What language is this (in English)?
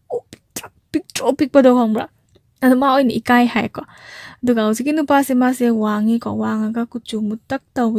Manipuri